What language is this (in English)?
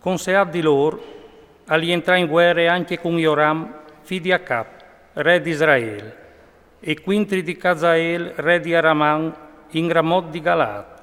Friulian